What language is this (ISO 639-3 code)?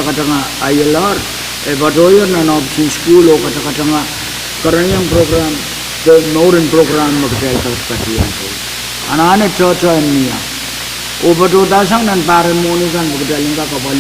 pon